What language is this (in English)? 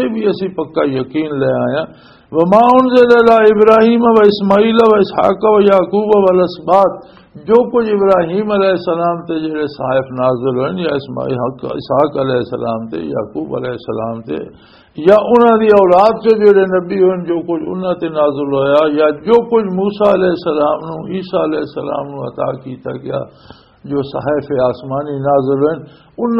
Western Panjabi